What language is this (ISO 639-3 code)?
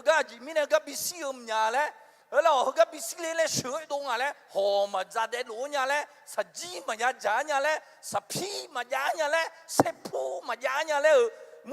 ahk